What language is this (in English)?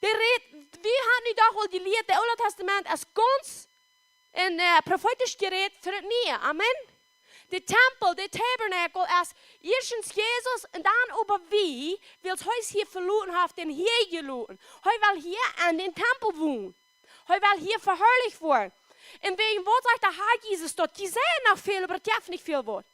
Plautdietsch